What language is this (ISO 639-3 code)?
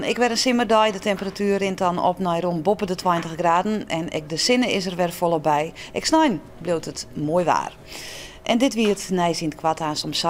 fry